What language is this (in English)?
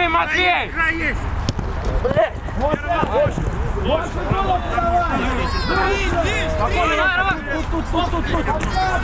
Russian